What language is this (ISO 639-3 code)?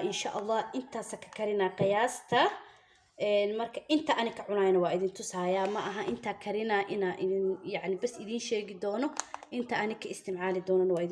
som